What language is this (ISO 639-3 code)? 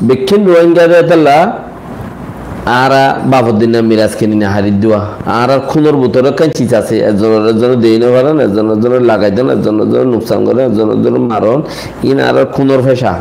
rhg